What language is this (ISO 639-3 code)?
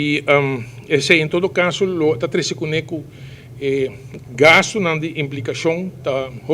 pap